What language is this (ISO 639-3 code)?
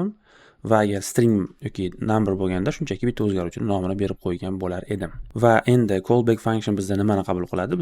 uzb